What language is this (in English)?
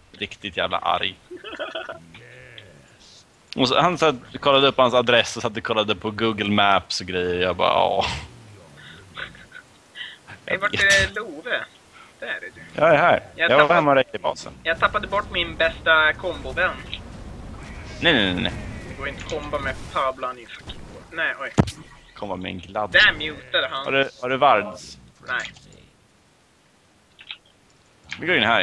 Swedish